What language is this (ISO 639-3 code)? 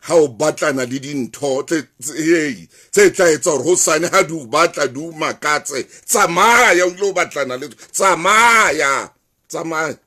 sot